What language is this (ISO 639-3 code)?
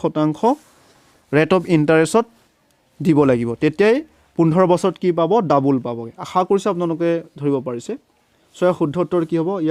asm